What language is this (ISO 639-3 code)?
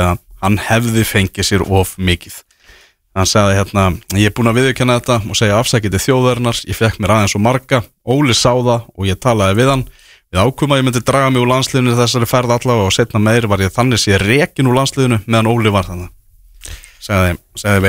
isl